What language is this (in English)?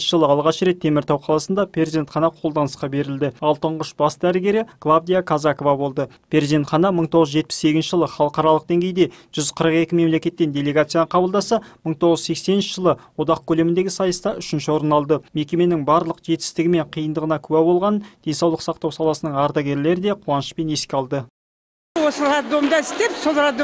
Kazakh